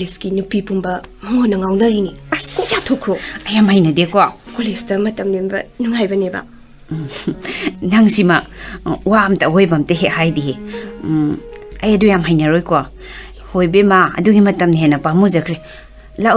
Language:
Manipuri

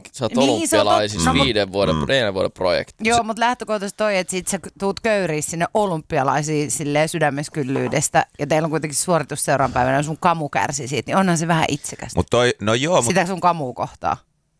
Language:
Finnish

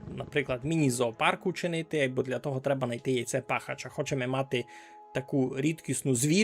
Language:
Rusyn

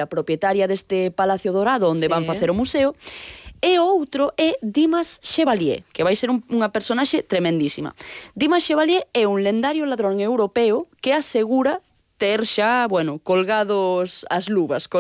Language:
Galician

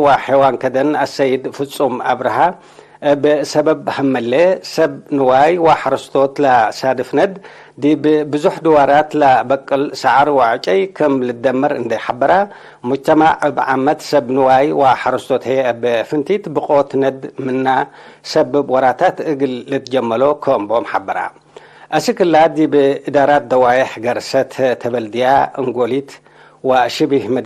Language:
Tigre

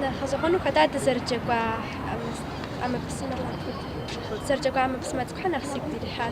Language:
Kabardian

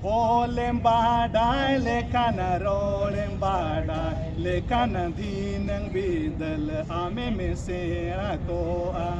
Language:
Santali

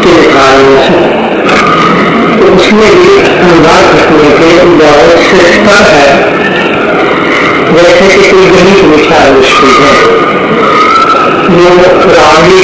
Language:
Hindi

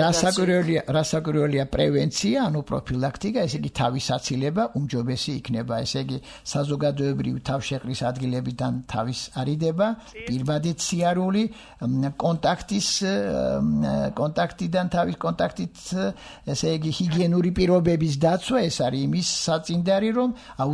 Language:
Georgian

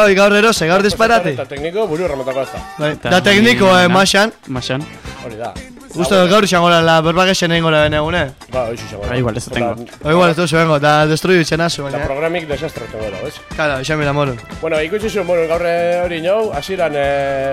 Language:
Basque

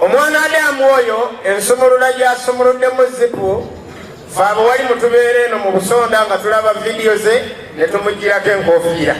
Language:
Ganda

